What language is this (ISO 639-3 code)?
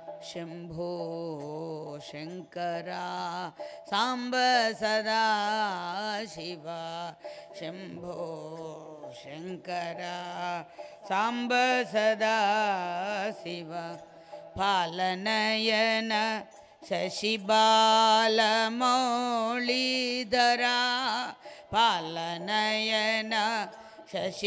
tel